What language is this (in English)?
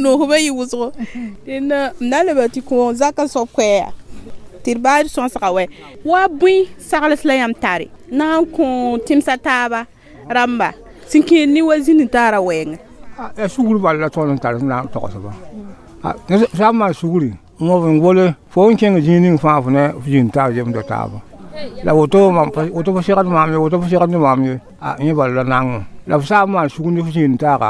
Mossi